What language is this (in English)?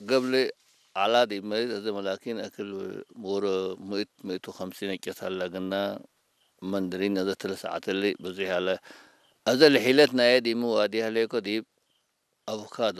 Tigre